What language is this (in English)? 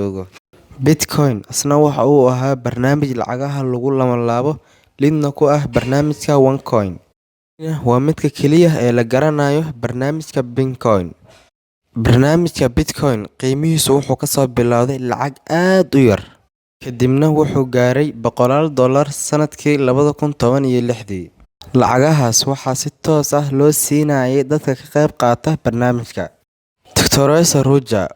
Somali